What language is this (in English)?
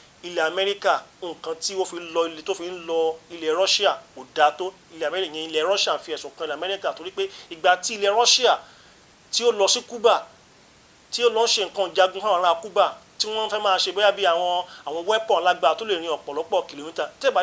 Yoruba